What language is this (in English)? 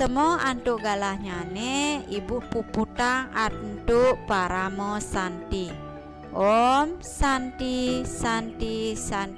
Balinese